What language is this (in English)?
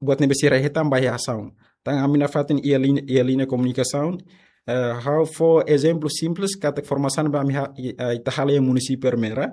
Tetum